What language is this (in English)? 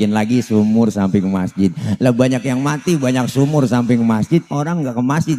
Betawi